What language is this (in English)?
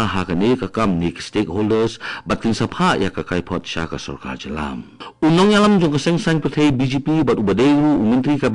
Khasi